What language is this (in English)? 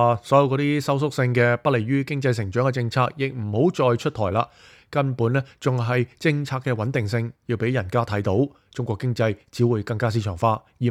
Cantonese